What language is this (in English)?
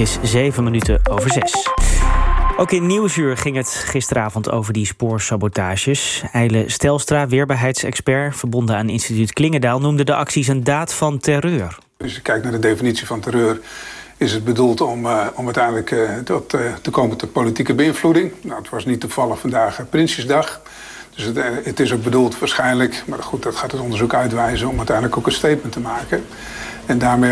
Dutch